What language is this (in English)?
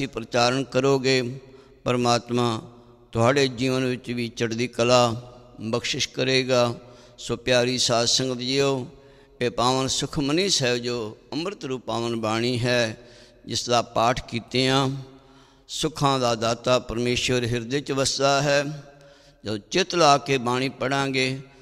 Punjabi